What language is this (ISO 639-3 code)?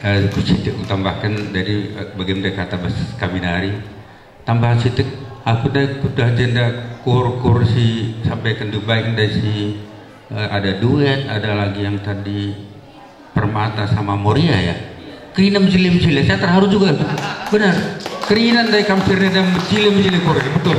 btx